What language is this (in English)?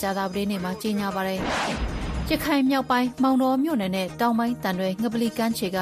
Burmese